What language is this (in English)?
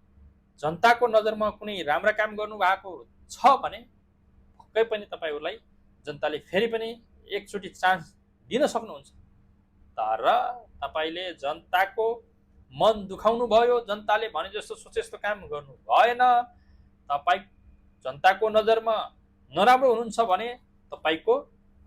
Nepali